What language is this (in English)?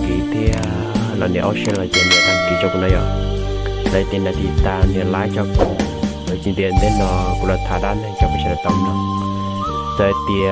Hmong